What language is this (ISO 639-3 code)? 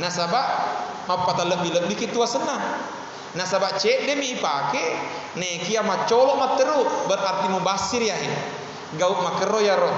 bug